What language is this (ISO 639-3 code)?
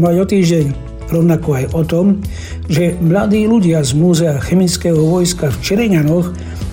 slk